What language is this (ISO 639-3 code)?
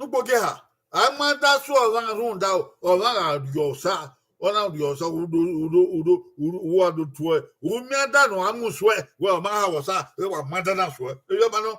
bin